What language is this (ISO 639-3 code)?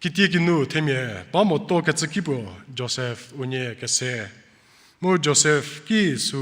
njm